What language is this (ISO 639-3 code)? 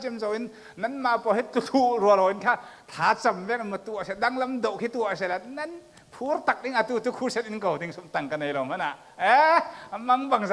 cfm